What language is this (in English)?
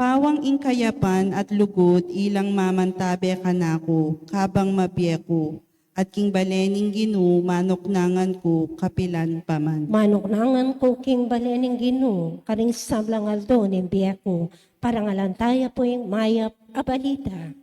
Pampanga